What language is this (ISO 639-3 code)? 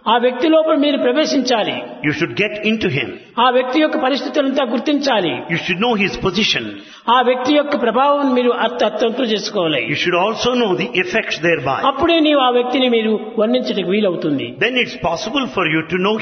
tel